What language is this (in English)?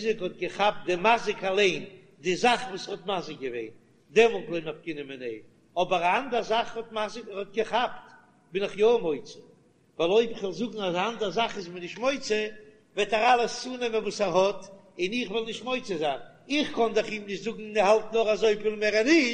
Yiddish